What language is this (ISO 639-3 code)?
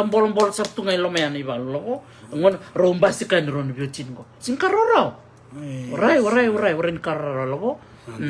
fij